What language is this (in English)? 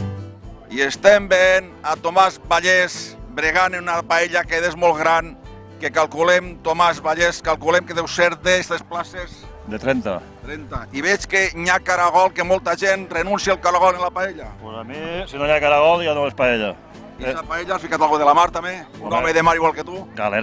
Catalan